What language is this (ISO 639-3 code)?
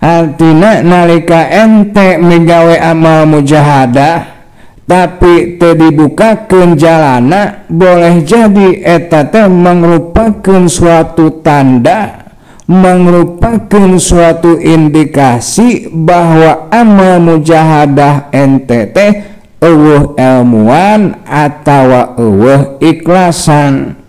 sun